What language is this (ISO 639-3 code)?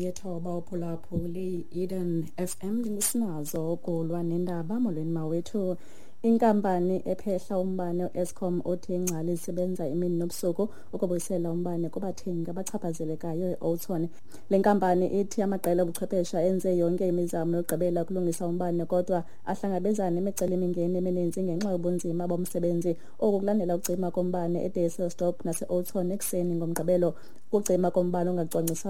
xho